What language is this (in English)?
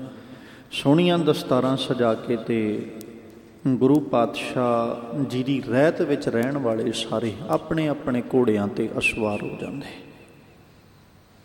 Punjabi